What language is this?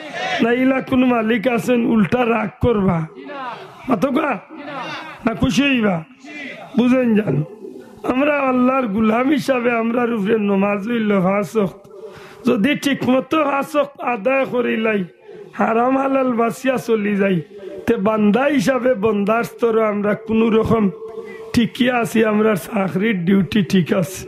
Sylheti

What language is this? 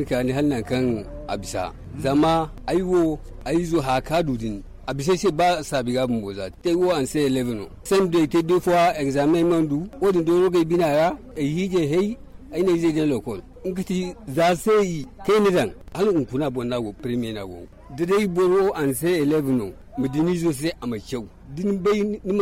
Zarma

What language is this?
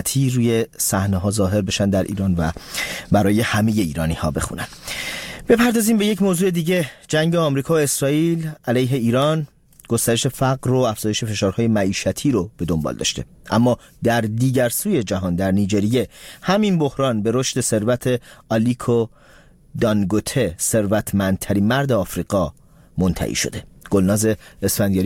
Persian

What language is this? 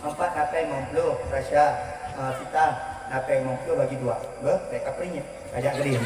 Achinese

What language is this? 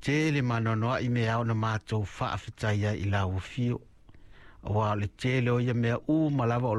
Samoan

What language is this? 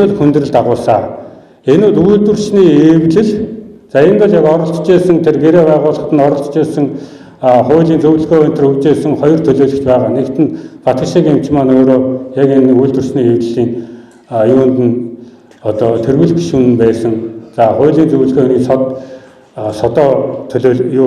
Mongolian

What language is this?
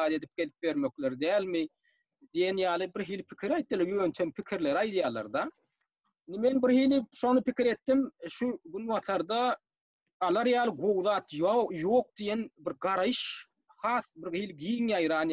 Turkmen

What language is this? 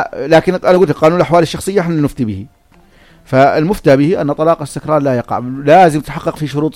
North Levantine Arabic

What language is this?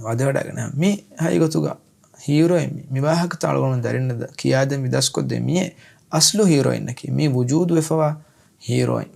Divehi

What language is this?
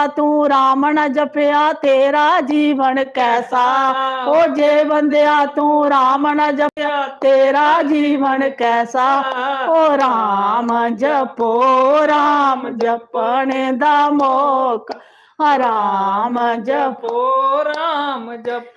Dogri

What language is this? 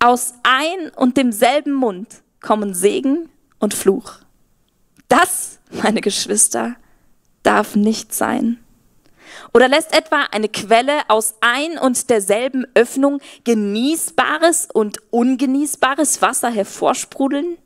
Swiss German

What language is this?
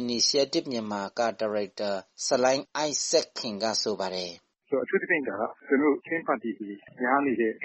Burmese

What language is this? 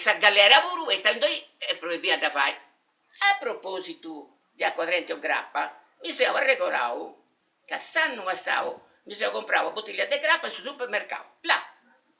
Sardinian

